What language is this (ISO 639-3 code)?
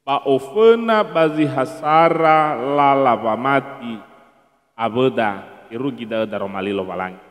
nia